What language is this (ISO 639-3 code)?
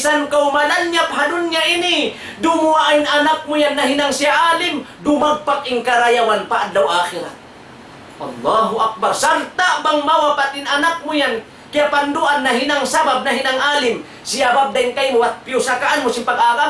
tsg